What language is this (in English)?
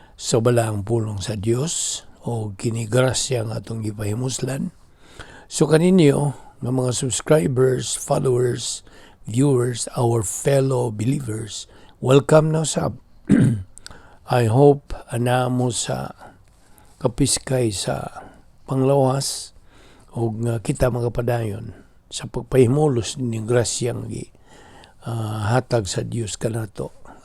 Cebuano